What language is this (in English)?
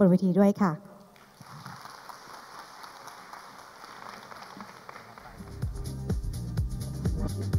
Thai